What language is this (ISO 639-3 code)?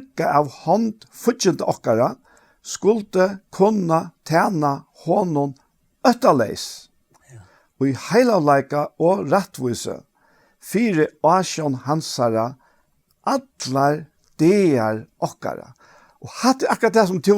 fao